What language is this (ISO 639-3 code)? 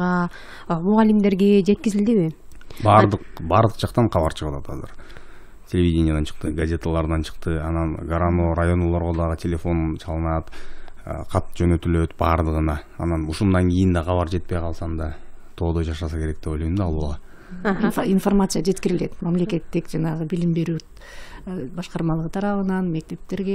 kir